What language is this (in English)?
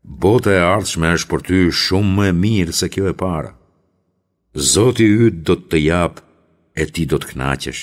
Albanian